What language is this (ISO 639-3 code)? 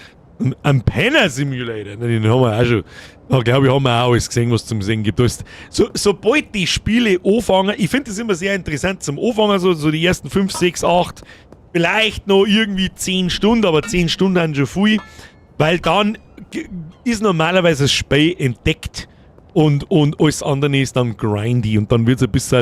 bar